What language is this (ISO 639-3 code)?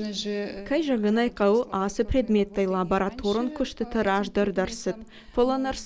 oss